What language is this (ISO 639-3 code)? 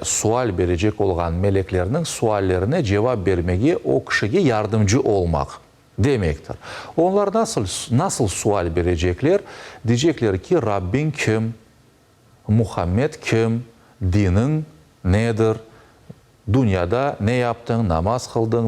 crh